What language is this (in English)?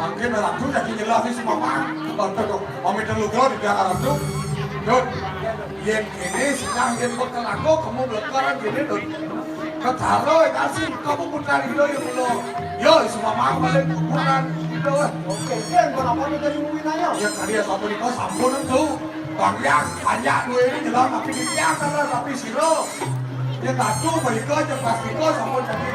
Balinese